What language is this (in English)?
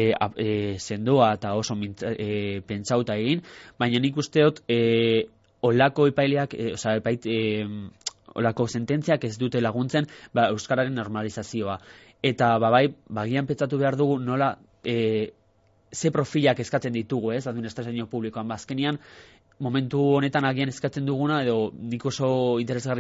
Basque